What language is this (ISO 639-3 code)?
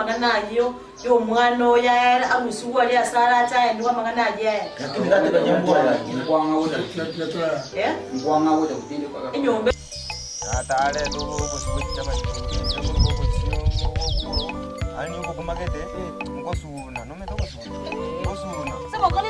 guz